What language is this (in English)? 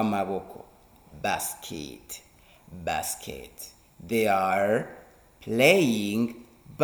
Rundi